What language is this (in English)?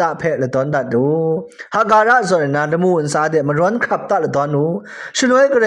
Kachin